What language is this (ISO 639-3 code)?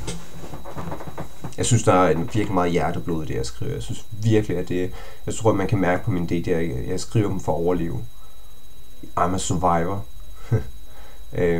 dan